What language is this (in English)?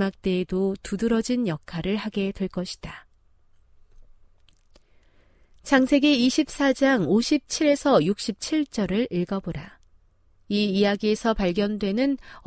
Korean